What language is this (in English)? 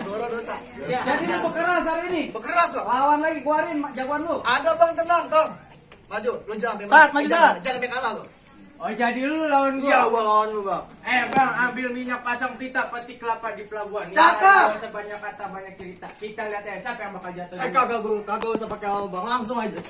Betawi